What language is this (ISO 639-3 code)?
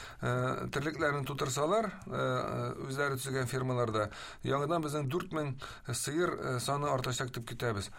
tat